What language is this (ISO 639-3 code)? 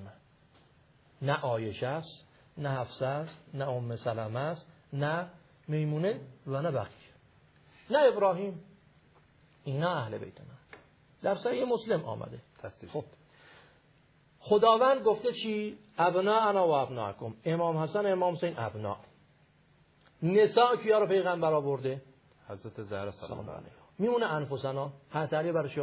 fas